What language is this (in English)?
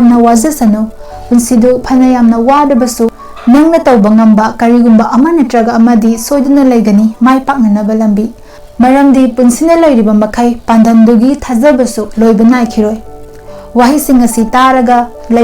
Manipuri